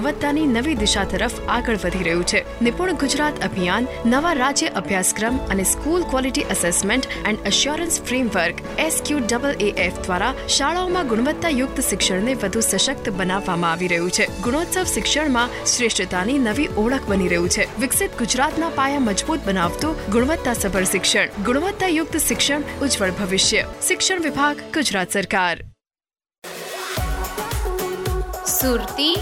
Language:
Gujarati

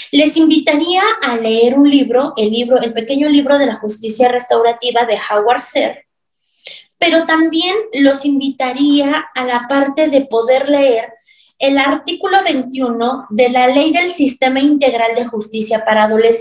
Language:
Spanish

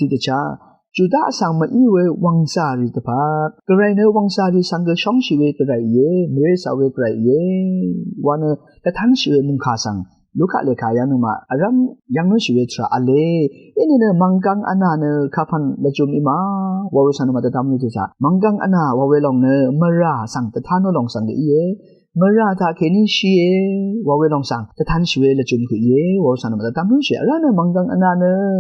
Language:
Rawang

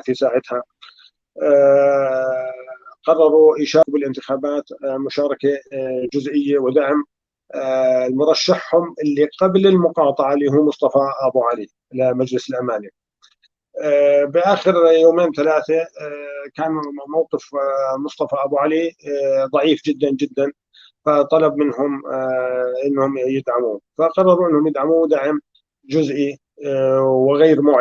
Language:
North Levantine Arabic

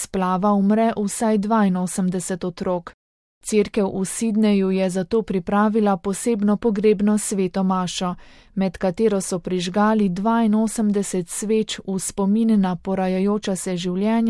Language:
Slovenian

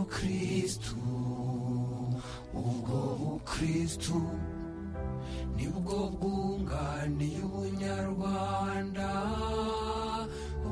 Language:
Kinyarwanda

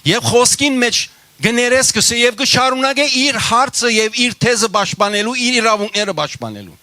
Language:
Western Armenian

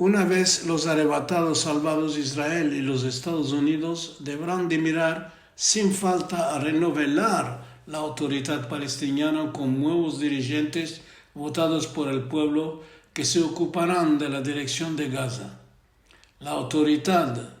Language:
Ladino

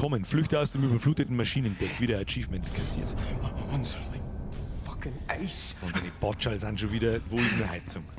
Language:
Bavarian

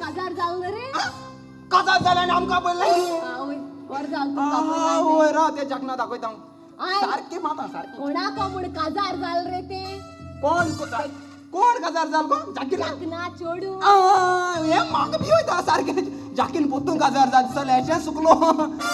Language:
Konkani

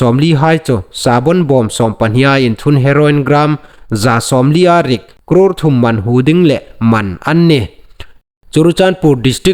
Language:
Hmar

